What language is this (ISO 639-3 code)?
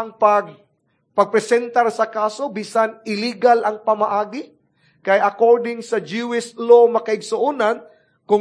ceb